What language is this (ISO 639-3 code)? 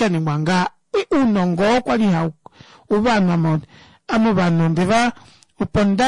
kua